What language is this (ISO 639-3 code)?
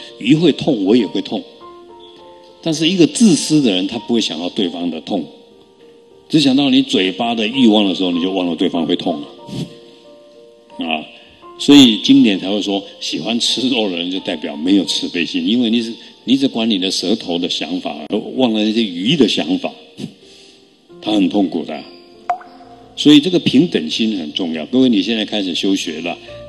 zho